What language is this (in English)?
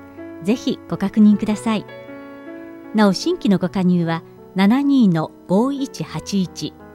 Japanese